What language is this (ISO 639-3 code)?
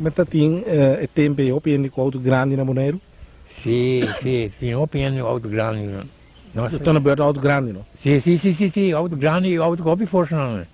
pap